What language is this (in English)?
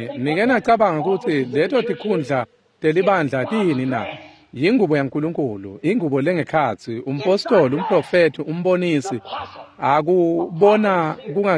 Swati